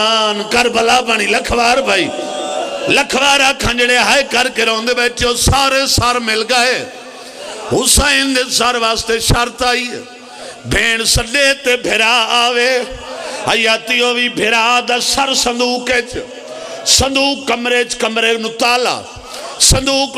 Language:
Pahari-Potwari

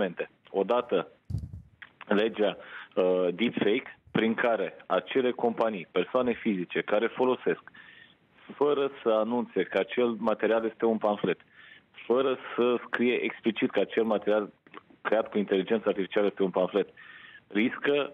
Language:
Romanian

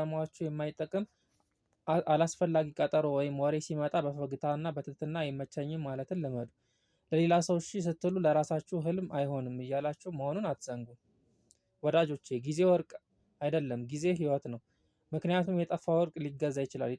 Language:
Amharic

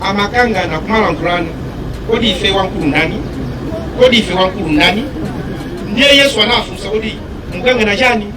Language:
Nyanja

